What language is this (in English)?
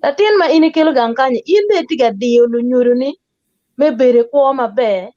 Acoli